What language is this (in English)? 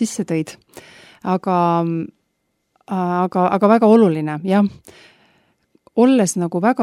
Estonian